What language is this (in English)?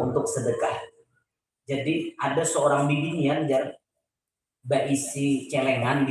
Banjar